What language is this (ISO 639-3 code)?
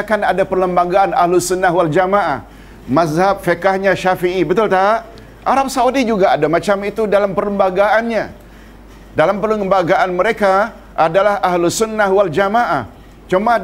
msa